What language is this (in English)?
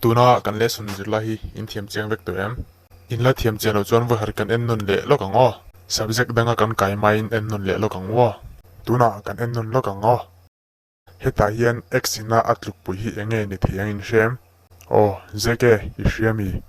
Mizo